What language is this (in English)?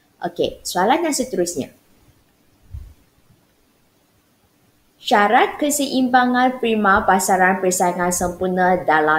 Malay